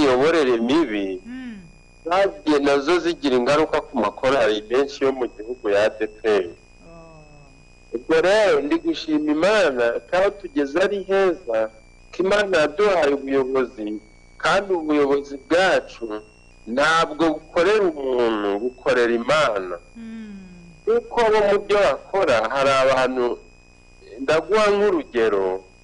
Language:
Kinyarwanda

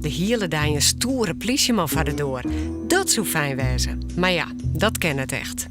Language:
Western Frisian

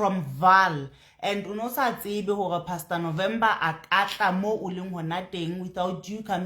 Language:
Southern Sotho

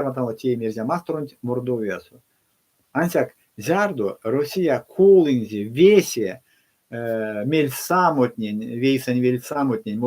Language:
Erzya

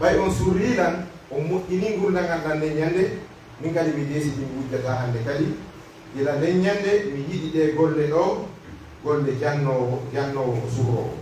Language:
Pular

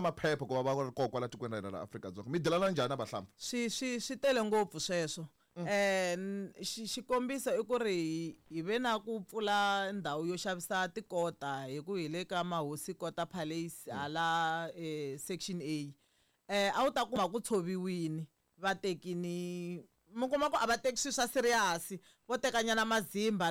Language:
Tsonga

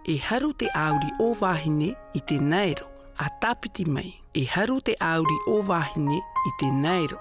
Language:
Tahitian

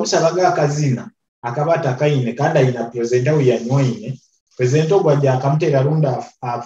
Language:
Nyoro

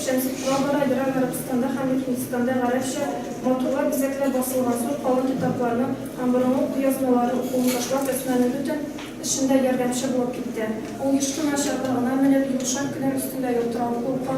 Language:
Tatar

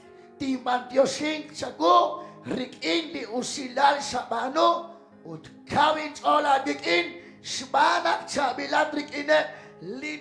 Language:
Kekchí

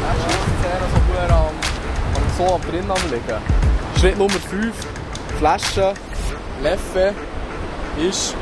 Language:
Swiss German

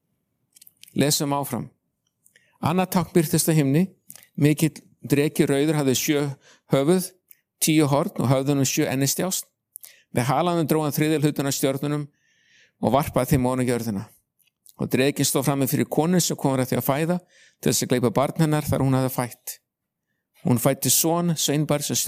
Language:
Icelandic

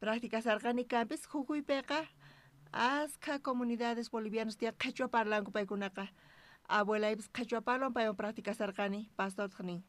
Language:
South Bolivian Quechua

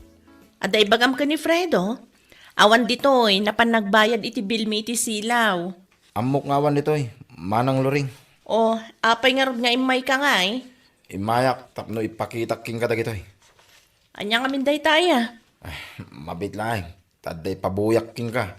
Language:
Iloko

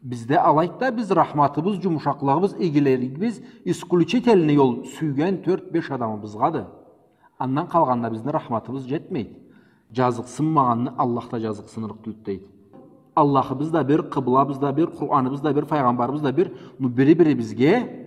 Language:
Karachay-Balkar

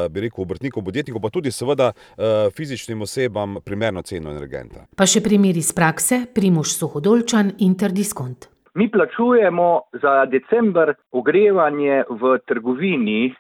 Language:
Slovenian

